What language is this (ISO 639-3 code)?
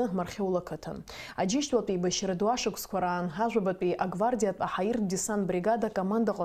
abk